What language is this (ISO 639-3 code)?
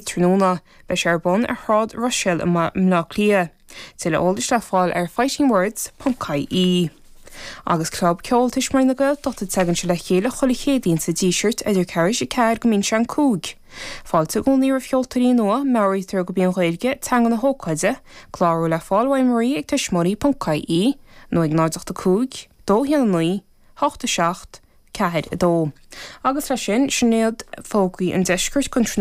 gle